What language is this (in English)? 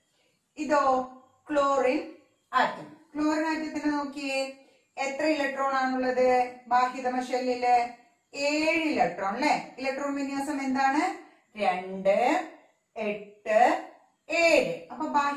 Malayalam